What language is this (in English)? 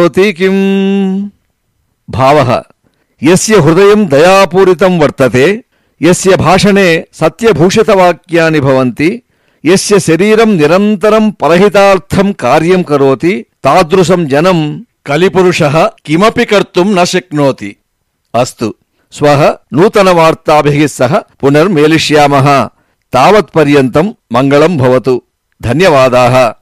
Sanskrit